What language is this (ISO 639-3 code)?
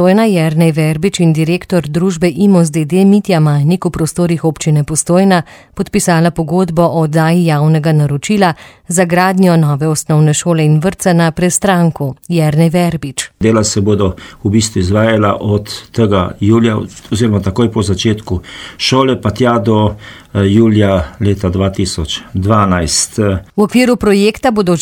slv